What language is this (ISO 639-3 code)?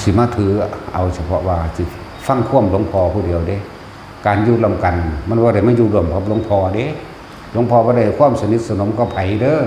tts